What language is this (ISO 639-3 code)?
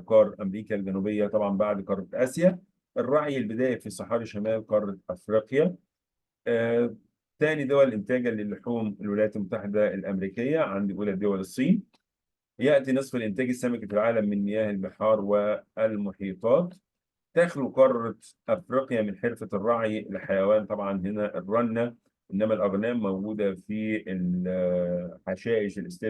arz